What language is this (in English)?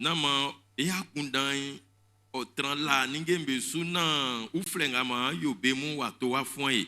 Baoulé